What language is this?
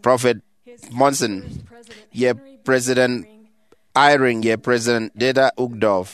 Efik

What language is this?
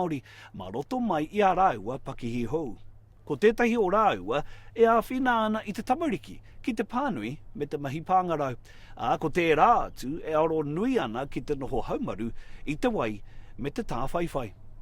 Māori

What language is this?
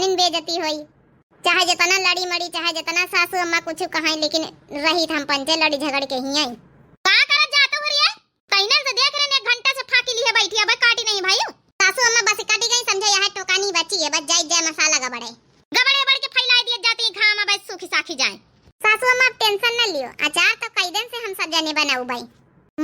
Awadhi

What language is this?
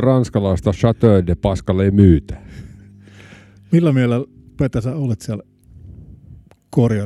Finnish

